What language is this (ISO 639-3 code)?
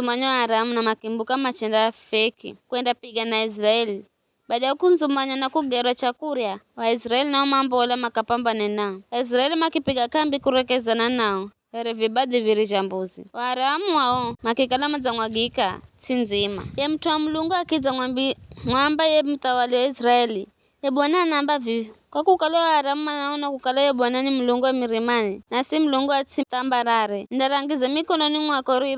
nyf